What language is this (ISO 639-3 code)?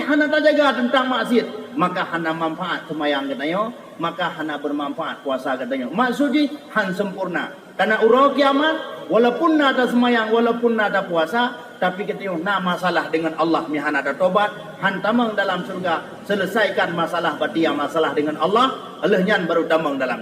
ace